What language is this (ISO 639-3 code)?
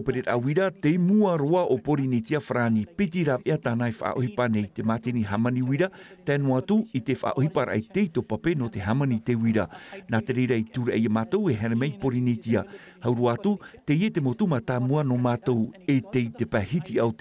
tah